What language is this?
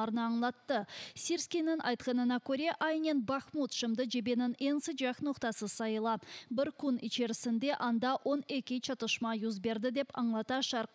Crimean Tatar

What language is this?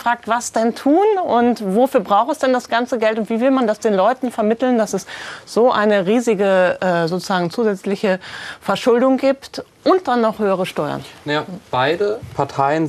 German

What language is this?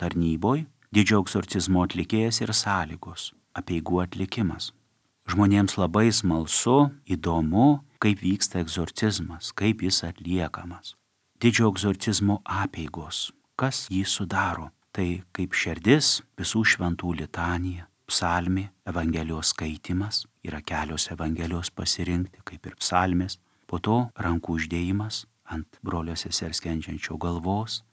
Lithuanian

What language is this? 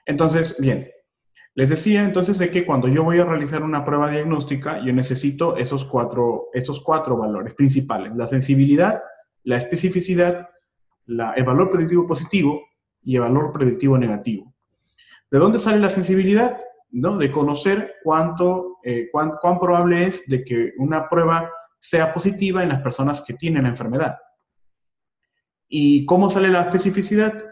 Spanish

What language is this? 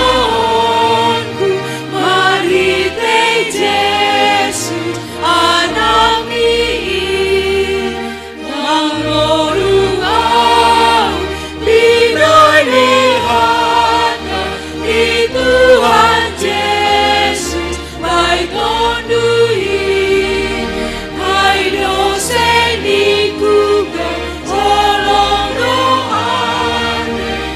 Batak Simalungun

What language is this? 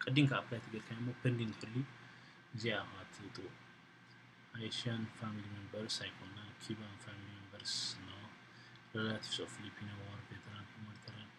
Tigrinya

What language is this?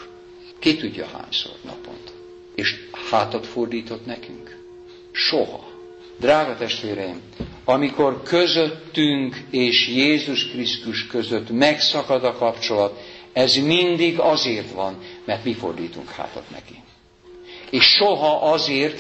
Hungarian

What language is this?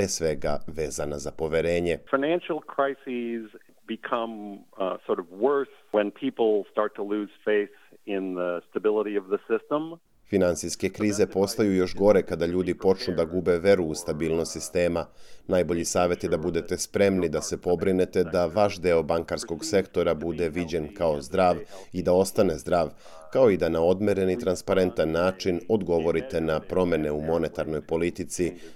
Serbian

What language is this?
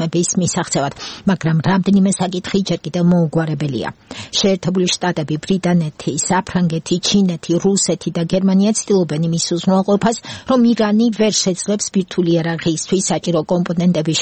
Georgian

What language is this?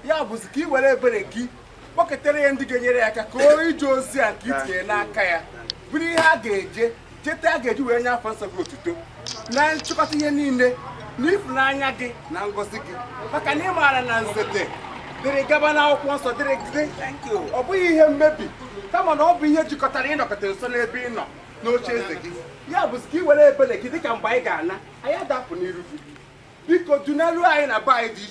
Igbo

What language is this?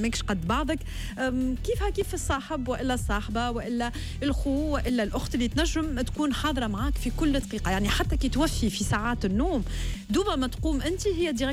Tunisian Arabic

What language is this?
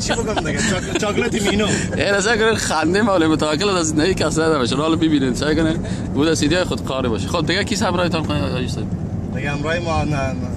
Persian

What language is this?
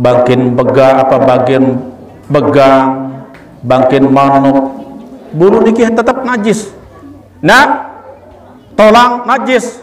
Sasak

